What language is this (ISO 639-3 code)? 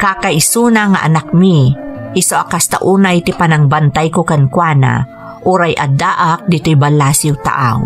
ilo